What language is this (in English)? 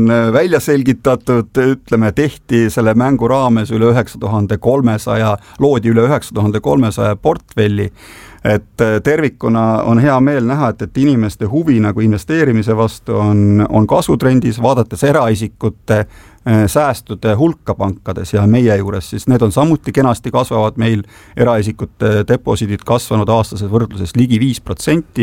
Estonian